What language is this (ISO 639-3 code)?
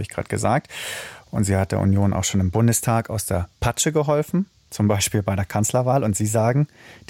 deu